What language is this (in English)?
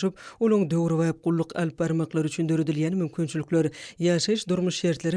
Turkmen